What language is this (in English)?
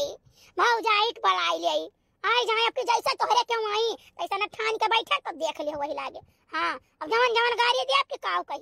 Awadhi